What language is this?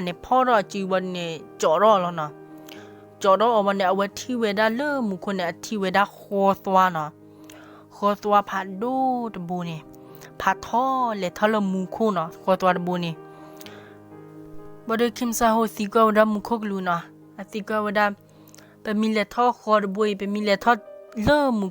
S'gaw Karen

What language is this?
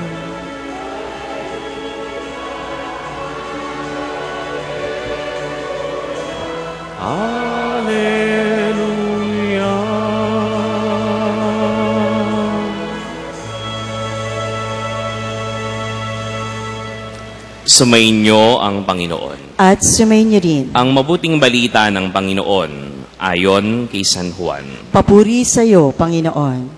Filipino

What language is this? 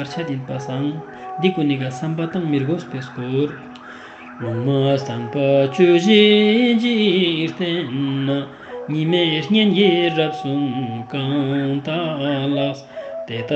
Ladakhi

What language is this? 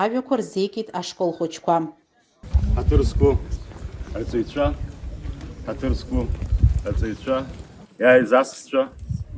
Abkhazian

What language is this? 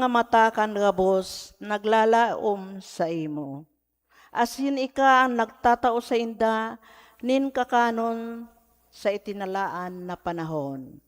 Bikol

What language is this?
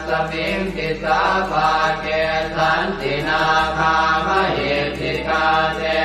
Pali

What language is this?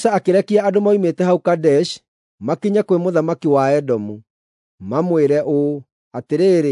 Kikuyu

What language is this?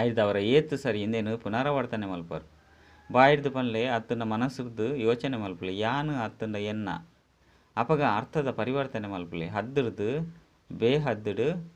Tulu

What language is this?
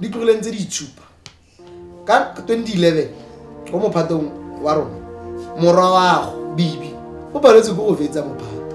Tswana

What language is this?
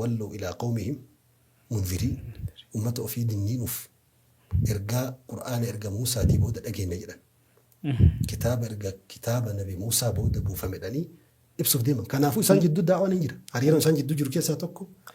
Oromo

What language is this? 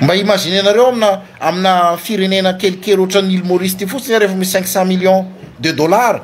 Malagasy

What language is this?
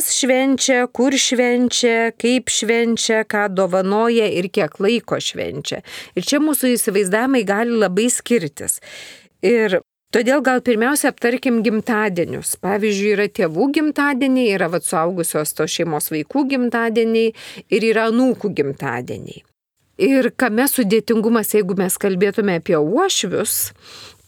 Lithuanian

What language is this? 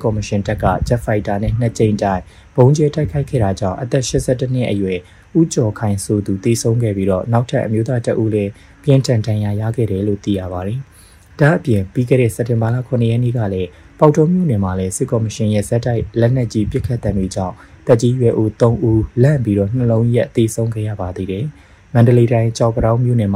Burmese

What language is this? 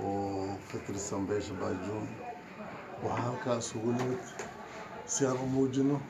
Somali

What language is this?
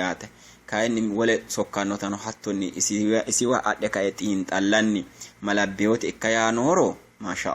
Sidamo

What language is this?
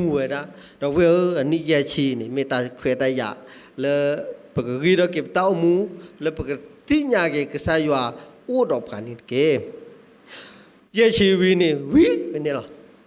S'gaw Karen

